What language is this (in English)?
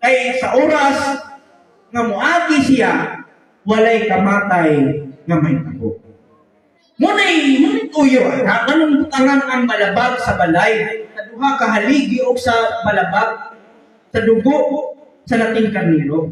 Cebuano